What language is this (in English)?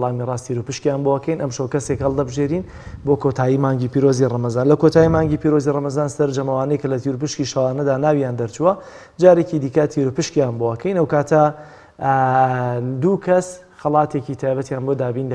Central Kurdish